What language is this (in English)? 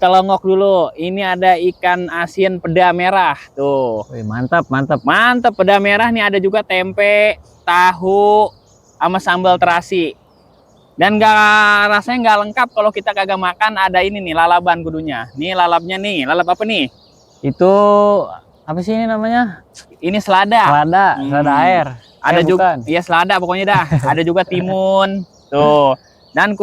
Betawi